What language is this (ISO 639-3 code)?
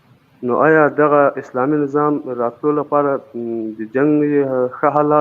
pus